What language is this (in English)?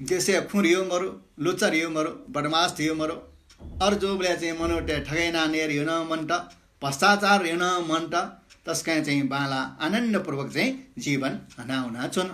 Newari